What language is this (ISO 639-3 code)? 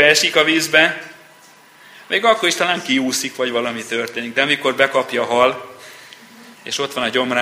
hun